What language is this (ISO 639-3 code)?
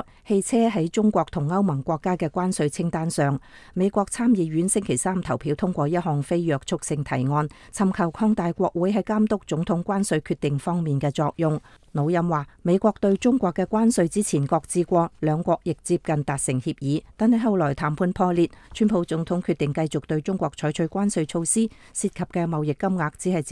yue